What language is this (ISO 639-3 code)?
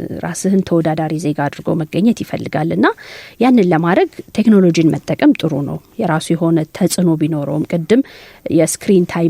amh